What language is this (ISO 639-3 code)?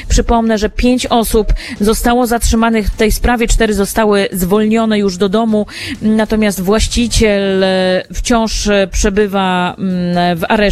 pol